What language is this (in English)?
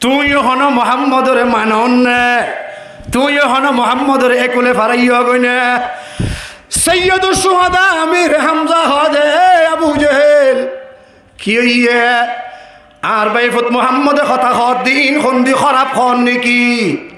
Rohingya